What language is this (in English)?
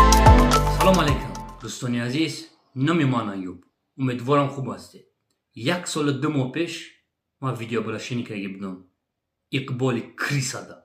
Tajik